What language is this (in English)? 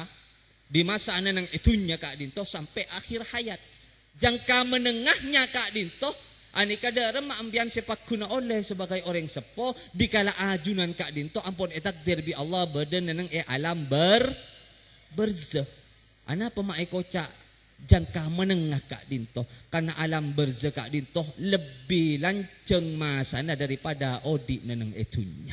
Madurese